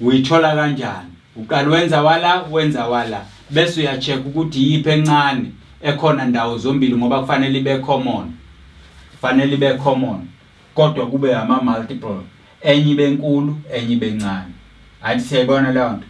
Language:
Zulu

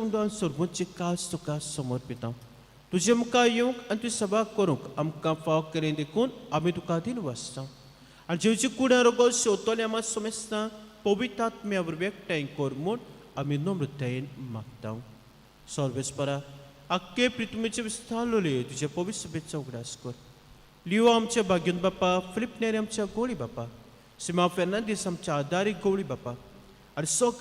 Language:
Konkani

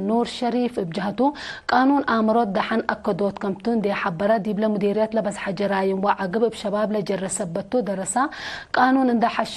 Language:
Tigre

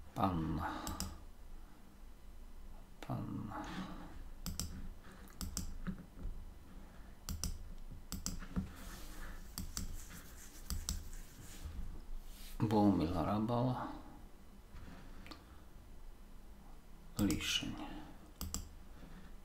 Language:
Slovak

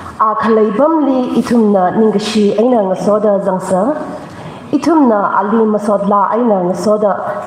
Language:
Tangkhul Naga (India)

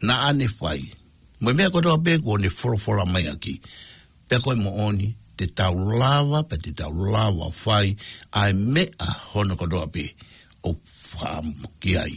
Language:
Tongan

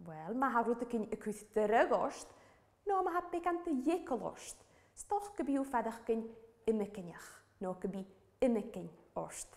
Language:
Welsh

